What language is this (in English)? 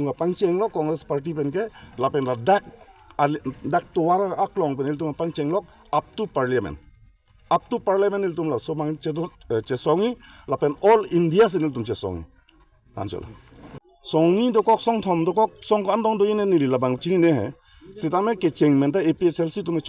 Karbi